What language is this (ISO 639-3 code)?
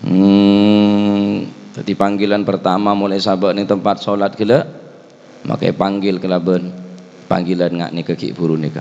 mad